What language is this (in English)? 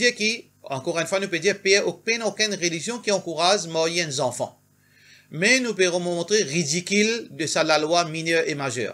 Morisyen